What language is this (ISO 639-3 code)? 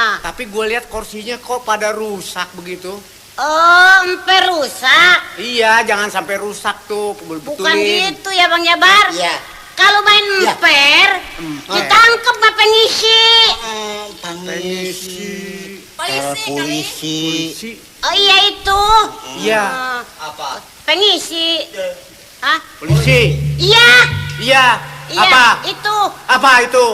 bew